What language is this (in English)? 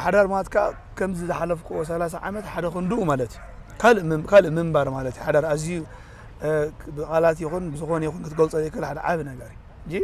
Tigrinya